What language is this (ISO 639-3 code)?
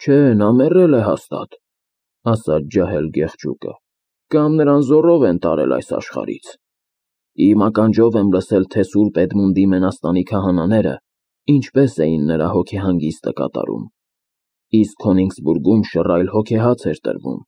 hye